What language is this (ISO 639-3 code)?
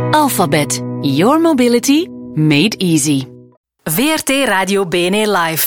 nld